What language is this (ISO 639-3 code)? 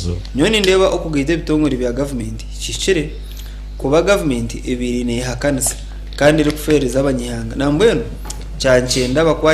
nyn